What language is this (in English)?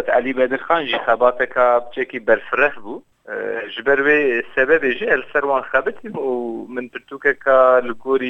Kurdish